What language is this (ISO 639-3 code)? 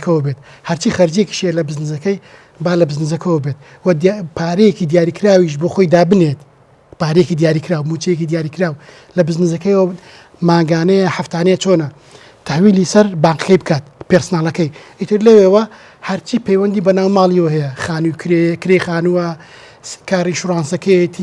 ckb